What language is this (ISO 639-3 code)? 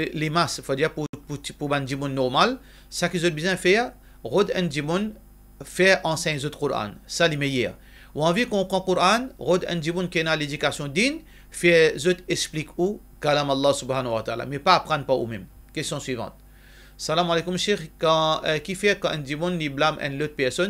mfe